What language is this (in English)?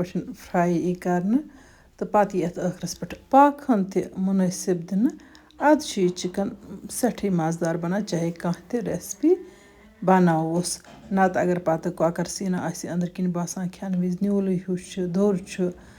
Kashmiri